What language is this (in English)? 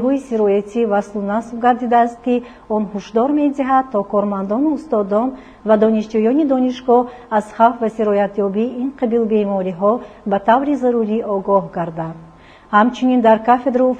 Tajik